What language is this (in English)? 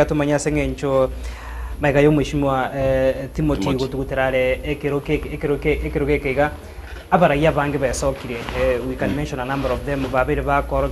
Gusii